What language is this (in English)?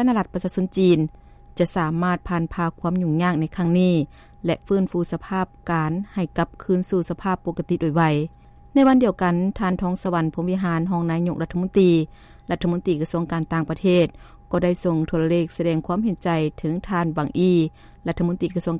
Lao